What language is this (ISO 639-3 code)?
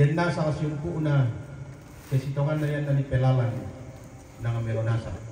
sda